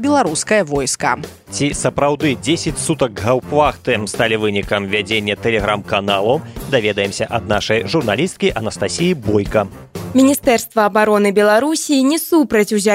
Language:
Belarusian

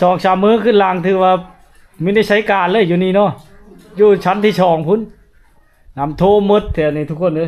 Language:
Lao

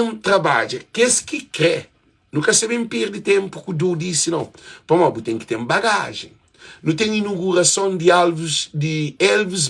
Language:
Kabuverdianu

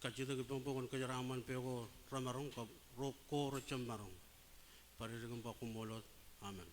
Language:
Marshallese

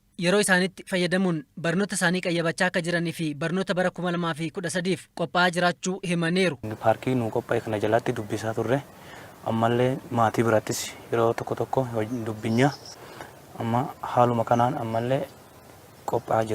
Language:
Oromo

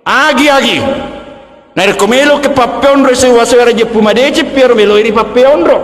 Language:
Buginese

